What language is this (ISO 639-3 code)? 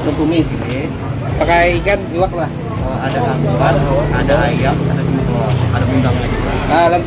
bjn